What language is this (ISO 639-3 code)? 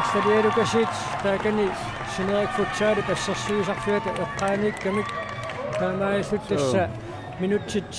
kal